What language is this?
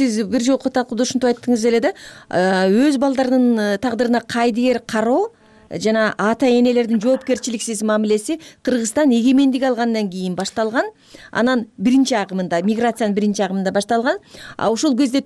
Kyrgyz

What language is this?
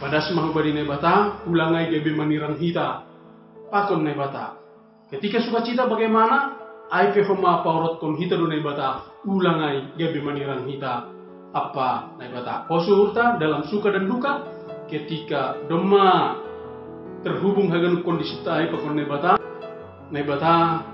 Batak Simalungun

